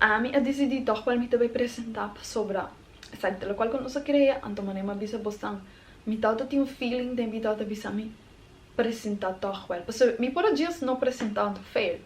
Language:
Papiamento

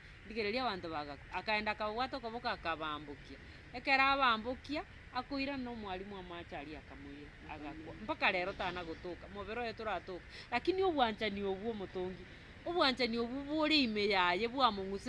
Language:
Gusii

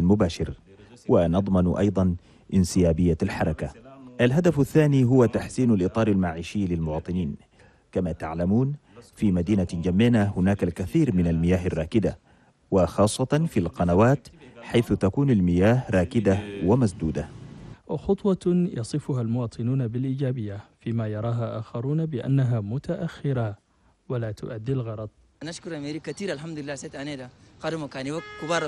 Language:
Chadian Arabic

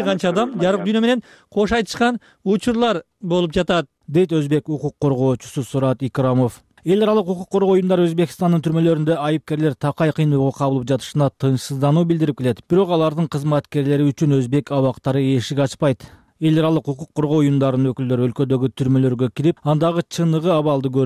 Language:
Kyrgyz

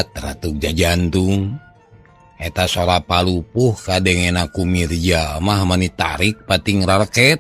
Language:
Sundanese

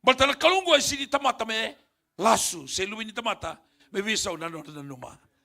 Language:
Fijian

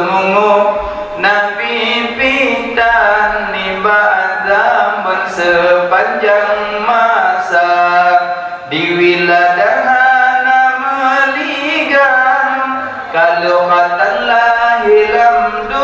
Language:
Achinese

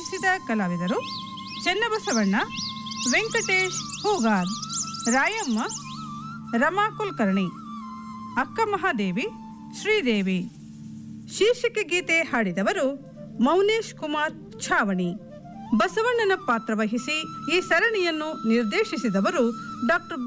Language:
Kannada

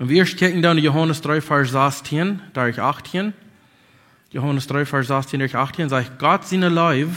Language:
Plautdietsch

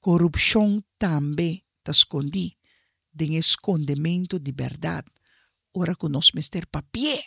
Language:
Papiamento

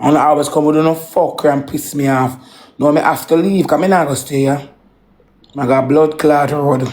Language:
Jamaican Creole English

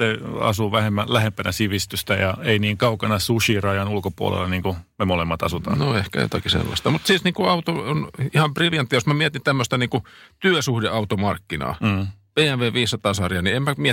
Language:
Finnish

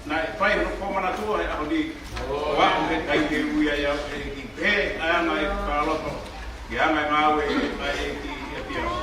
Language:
Tongan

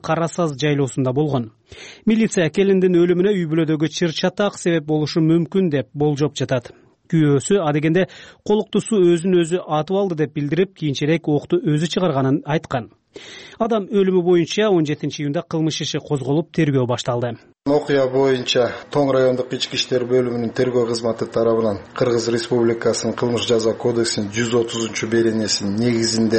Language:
Kyrgyz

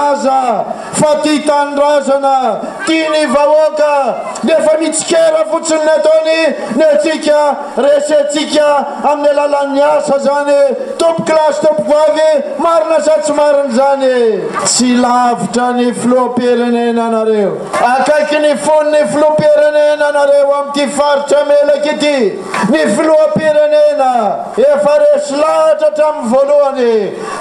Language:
Malagasy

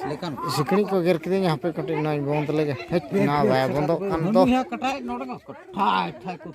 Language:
Santali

